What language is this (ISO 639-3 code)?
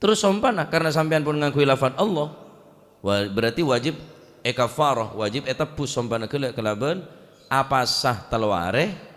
mad